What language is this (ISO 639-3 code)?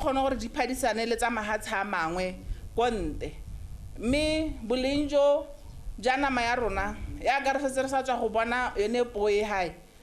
tsn